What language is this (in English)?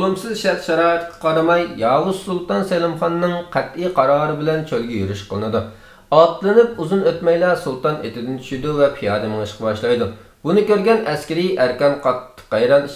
Uyghur